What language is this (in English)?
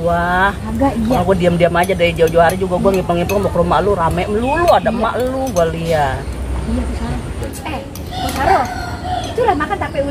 Betawi